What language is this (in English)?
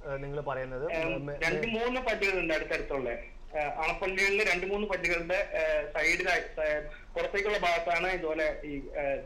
Malayalam